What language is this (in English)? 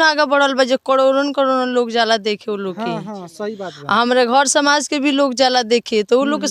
Bhojpuri